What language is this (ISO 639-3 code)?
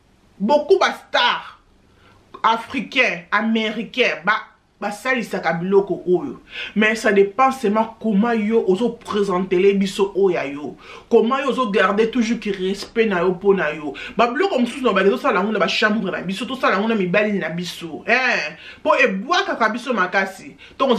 lin